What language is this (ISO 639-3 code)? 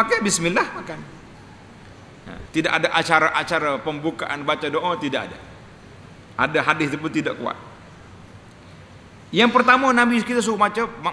msa